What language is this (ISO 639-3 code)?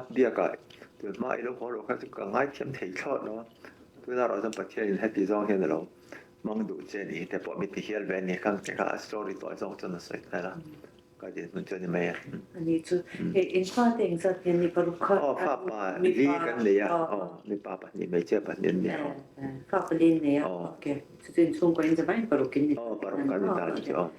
lus